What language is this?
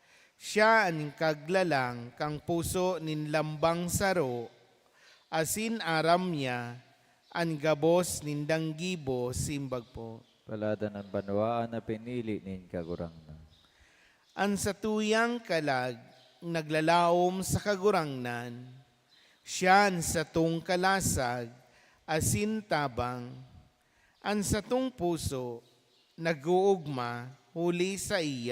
Bikol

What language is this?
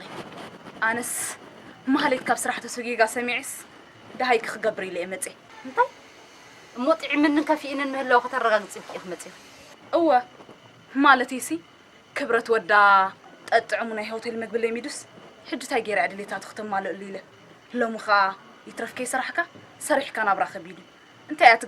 Tigrinya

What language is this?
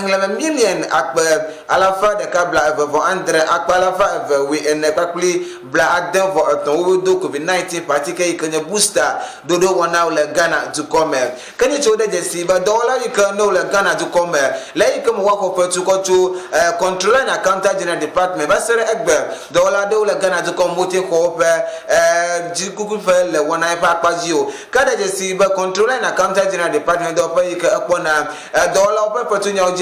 Ewe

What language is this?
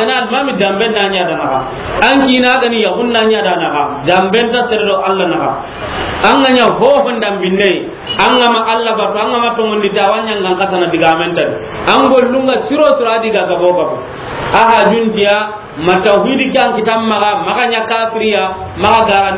Soninke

